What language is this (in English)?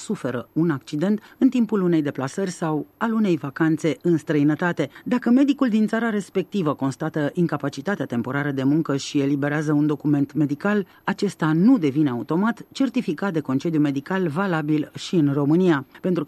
Romanian